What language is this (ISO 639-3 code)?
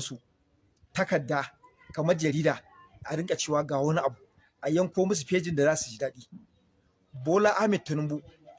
hau